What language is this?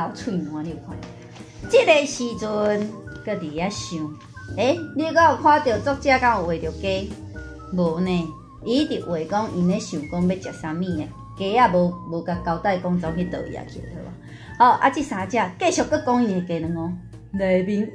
Min Nan Chinese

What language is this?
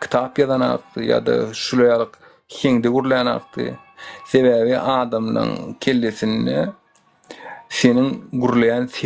Turkmen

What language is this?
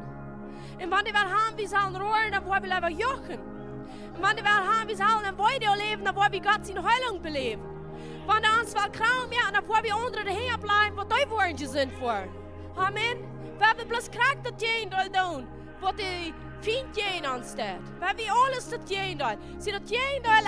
Plautdietsch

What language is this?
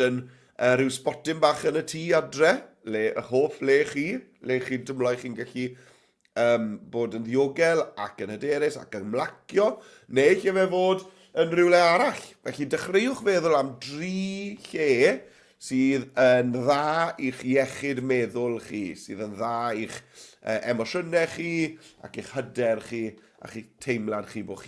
Welsh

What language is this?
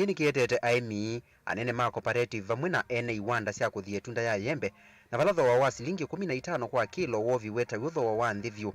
Kamba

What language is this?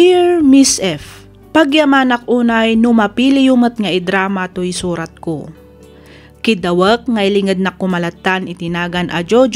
Iloko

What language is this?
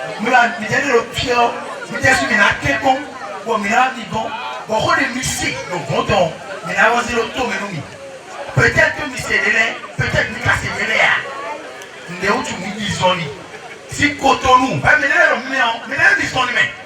Fon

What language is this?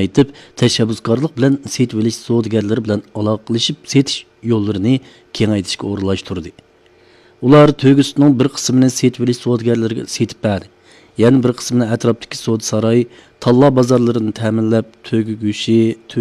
Uyghur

